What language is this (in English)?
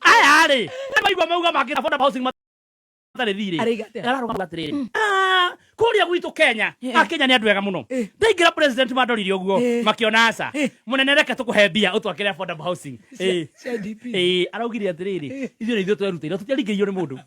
Kikuyu